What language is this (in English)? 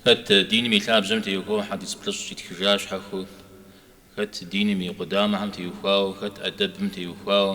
Kabardian